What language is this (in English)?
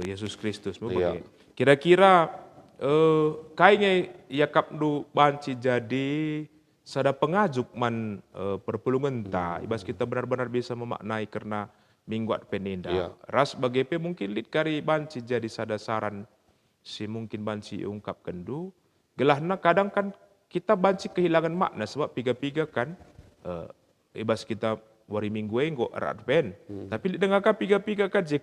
Batak Karo